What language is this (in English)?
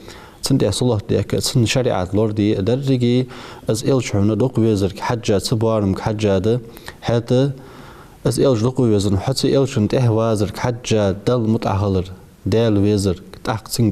Ingush